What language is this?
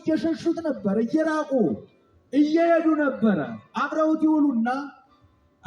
Amharic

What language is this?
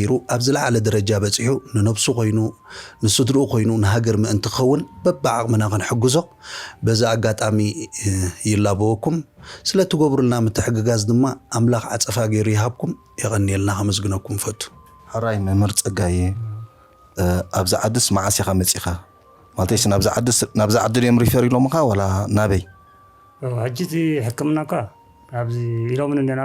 Tigrinya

